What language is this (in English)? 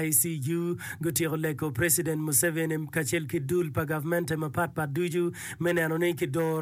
Acoli